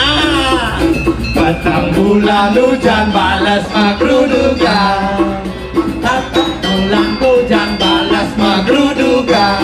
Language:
Balinese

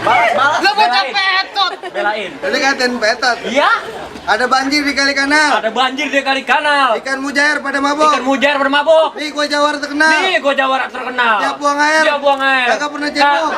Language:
Betawi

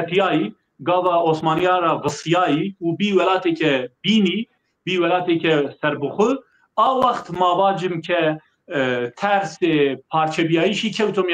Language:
Zaza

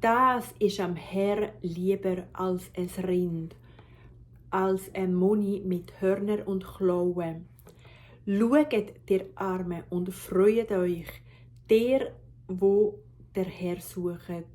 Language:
Swiss German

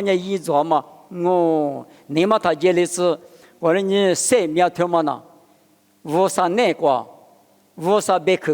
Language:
Lisu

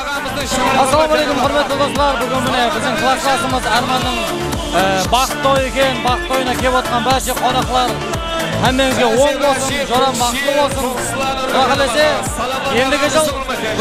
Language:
Kara-Kalpak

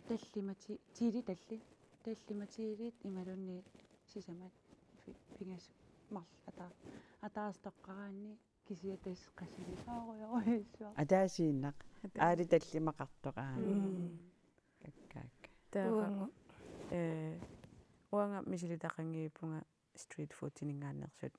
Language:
Kalaallisut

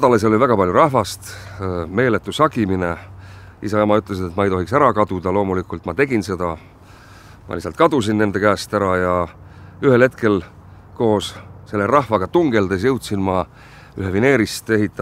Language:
Estonian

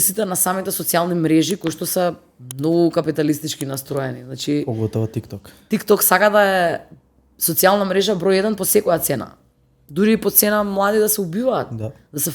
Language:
Macedonian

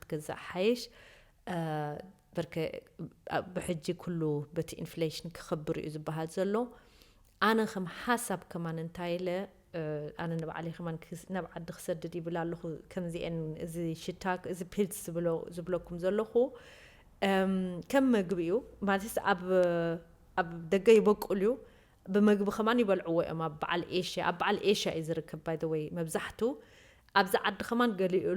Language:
Tigrinya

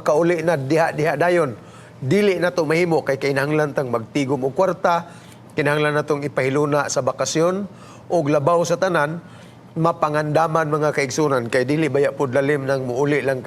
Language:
Cebuano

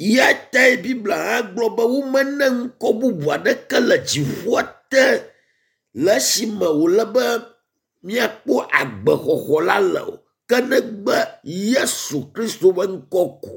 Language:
Ewe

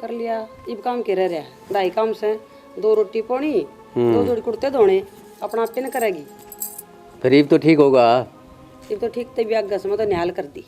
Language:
Haryanvi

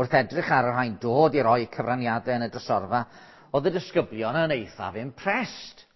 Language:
Welsh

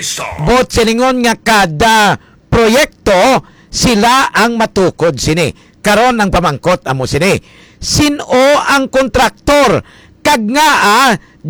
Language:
Hiligaynon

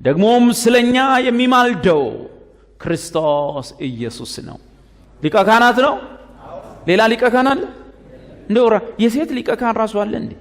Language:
Amharic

